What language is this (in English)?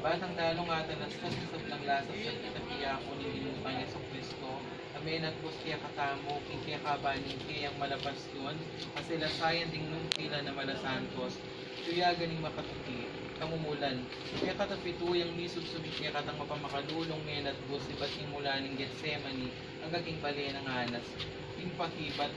Pampanga